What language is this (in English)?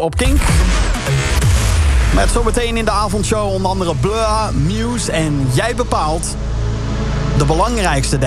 Dutch